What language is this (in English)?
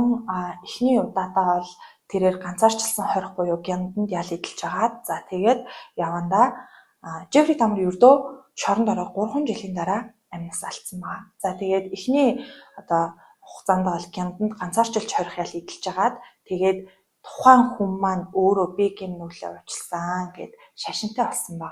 Mongolian